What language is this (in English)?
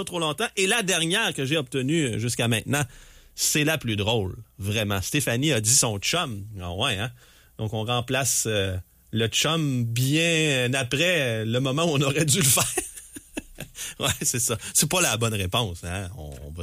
French